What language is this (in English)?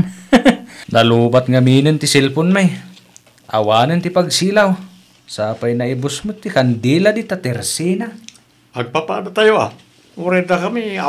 Iloko